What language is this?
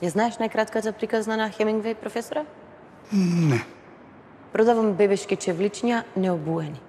Macedonian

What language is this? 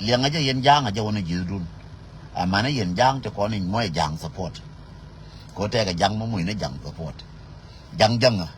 Nuer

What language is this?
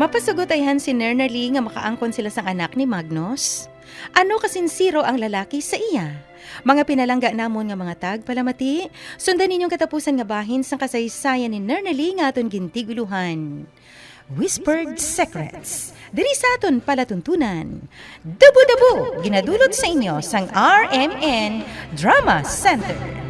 Hiligaynon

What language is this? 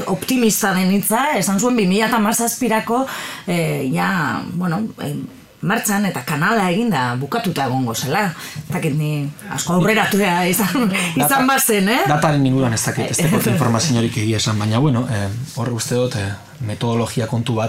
Basque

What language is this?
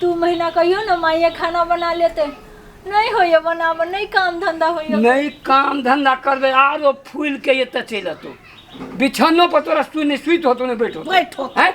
Maithili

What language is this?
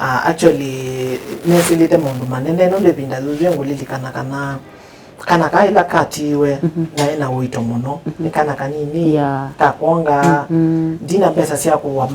Kamba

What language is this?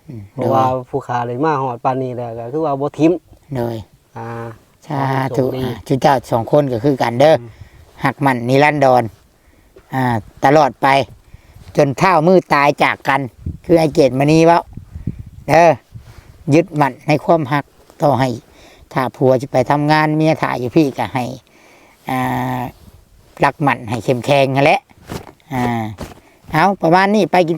Northeastern Thai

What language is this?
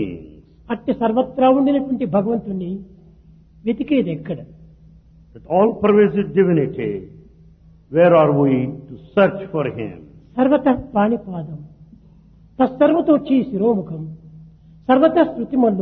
Telugu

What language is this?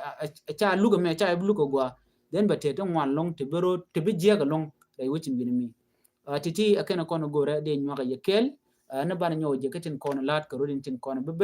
Nuer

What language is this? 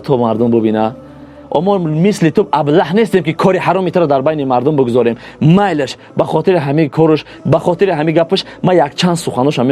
Tajik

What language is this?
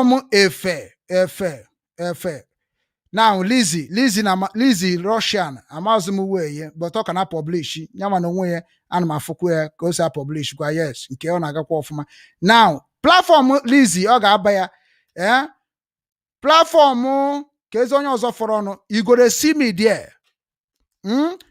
Igbo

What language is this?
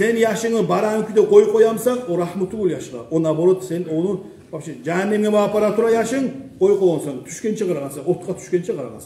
Kumyk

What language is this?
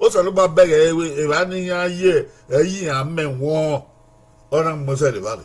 Bini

